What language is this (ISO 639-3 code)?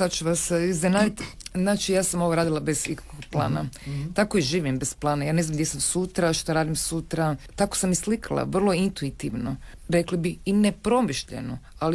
hrv